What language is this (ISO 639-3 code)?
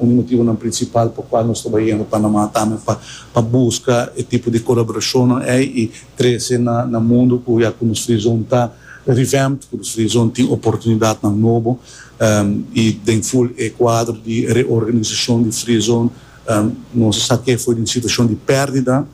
pap